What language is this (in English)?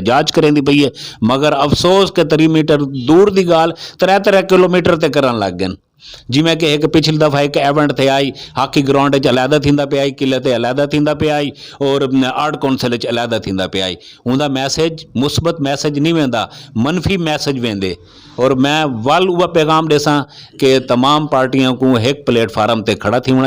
Saraiki